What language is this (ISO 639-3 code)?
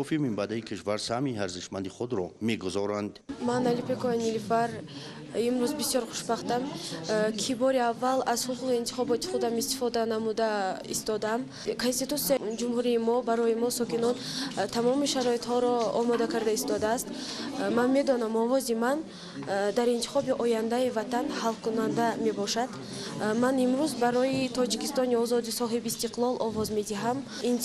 tgk